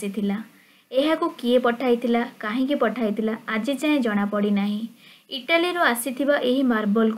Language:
Odia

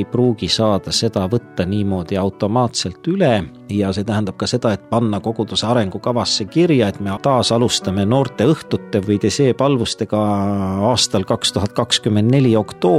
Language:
Estonian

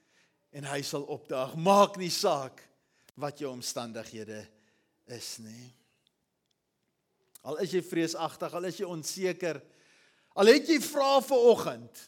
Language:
Afrikaans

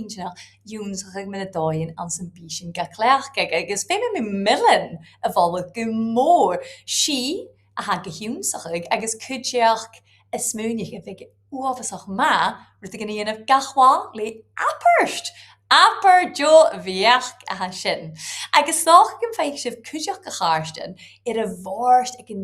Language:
Scottish Gaelic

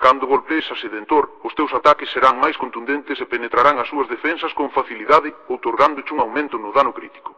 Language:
Galician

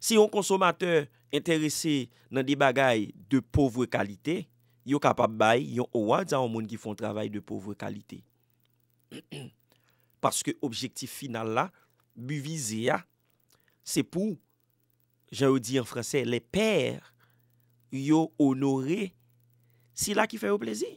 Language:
Haitian Creole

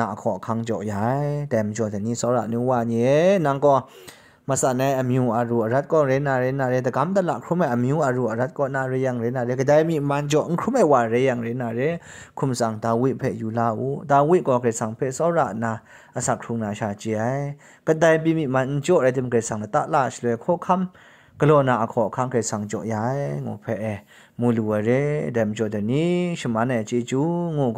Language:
Kachin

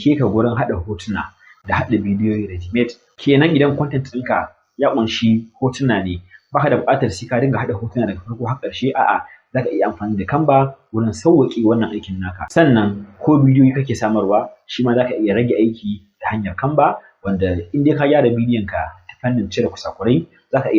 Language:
Hausa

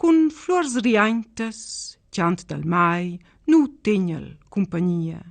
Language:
Romansh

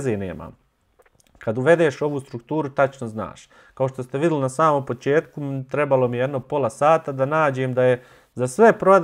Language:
Bosnian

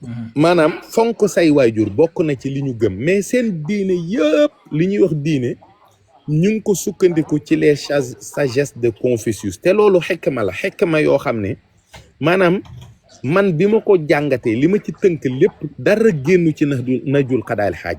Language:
Wolof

